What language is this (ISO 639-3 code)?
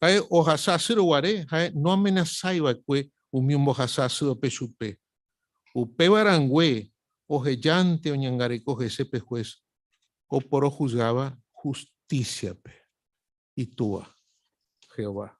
grn